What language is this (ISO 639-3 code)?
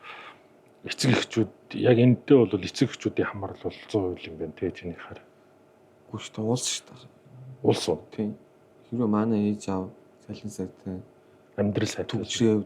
mon